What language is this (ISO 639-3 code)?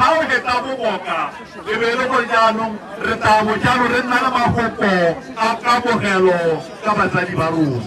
tsn